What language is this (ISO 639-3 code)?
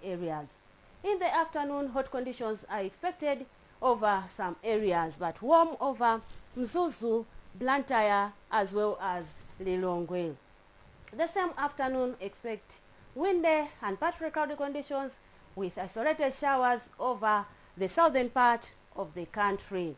eng